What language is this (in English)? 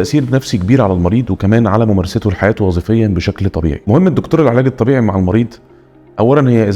Egyptian Arabic